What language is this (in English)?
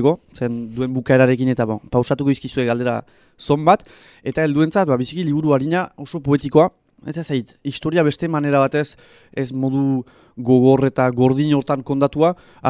Basque